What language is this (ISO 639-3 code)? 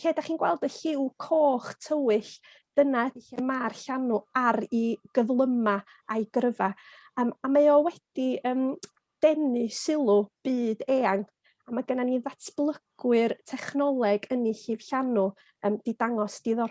cym